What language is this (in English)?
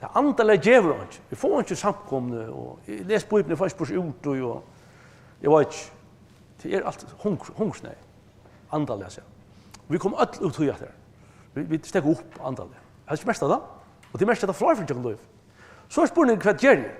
Faroese